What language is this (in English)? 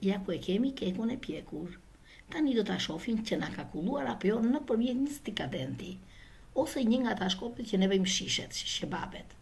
Albanian